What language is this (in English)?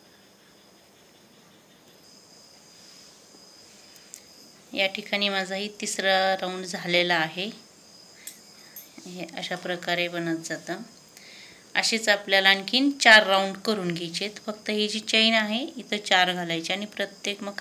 Marathi